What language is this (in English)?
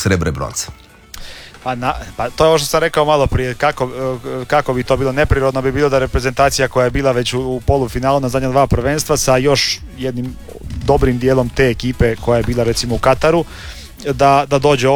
Croatian